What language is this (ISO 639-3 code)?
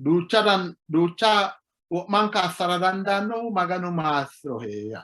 sid